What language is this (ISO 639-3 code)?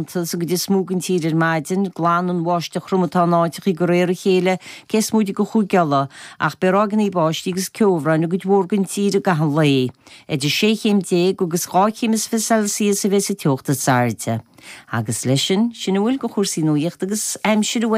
gle